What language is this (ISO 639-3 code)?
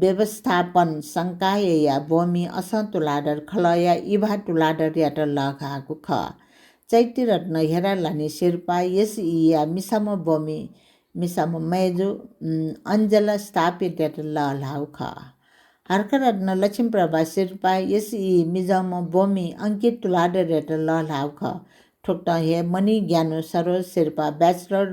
new